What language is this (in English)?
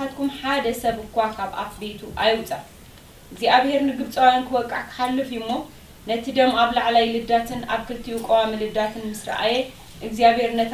Tigrinya